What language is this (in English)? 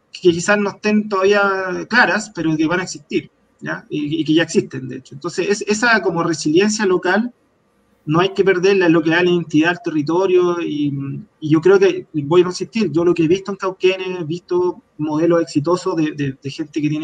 Spanish